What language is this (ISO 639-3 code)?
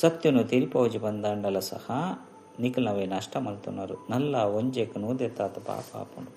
tcy